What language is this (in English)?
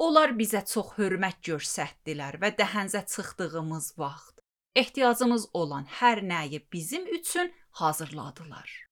Azerbaijani